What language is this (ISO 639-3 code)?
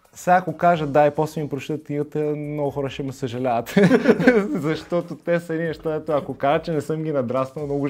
bul